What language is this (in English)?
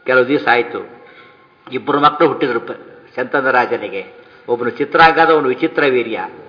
Kannada